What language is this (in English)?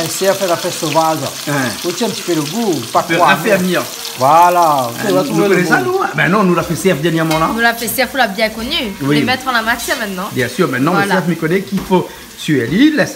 Réunion Creole French